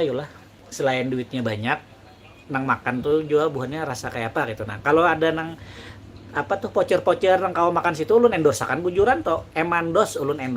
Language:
Banjar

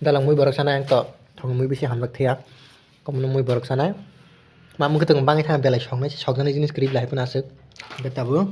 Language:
Kok Borok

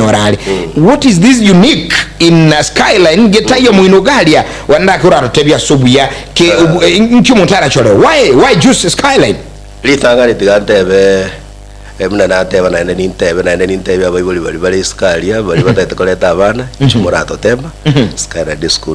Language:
Gusii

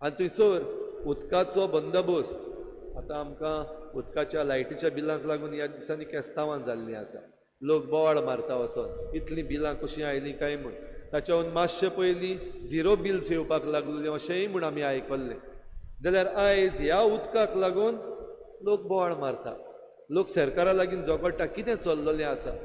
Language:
Konkani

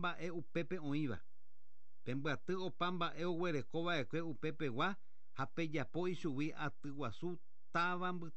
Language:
Guarani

